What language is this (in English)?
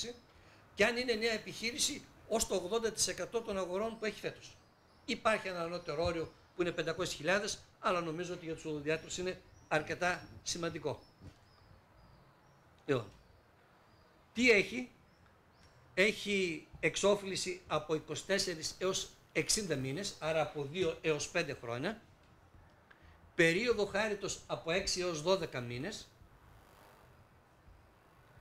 Greek